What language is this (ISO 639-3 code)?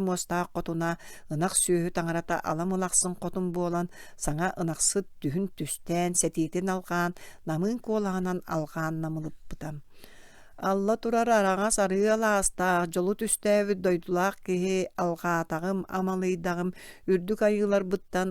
sah